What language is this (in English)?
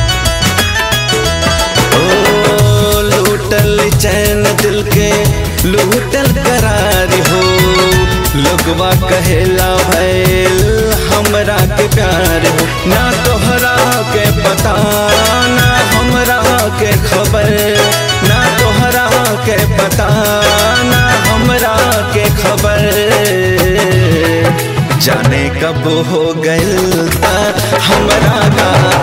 Bhojpuri